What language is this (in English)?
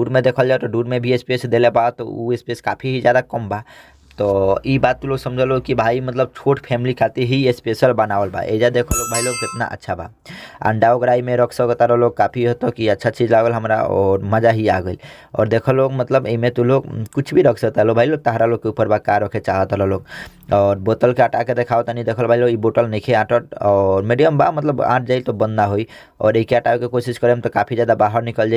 Bhojpuri